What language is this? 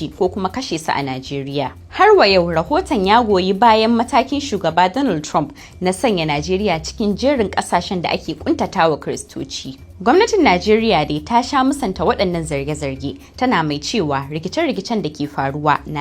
Hausa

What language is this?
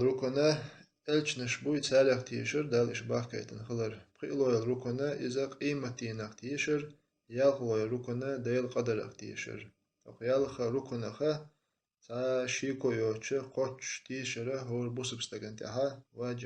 Chechen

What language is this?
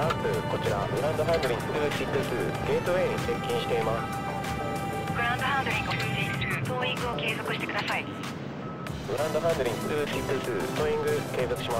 Japanese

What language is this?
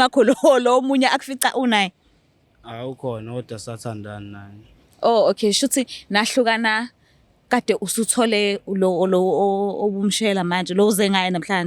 Zulu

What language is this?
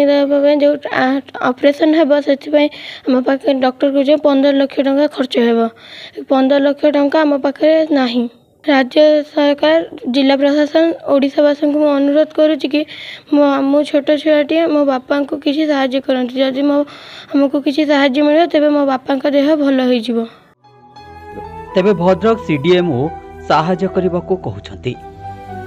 Odia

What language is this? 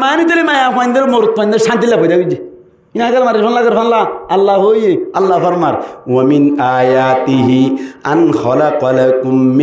Rohingya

